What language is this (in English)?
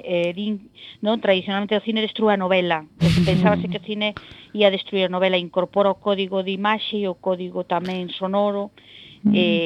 Galician